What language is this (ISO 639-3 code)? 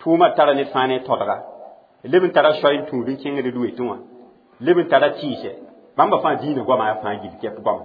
mos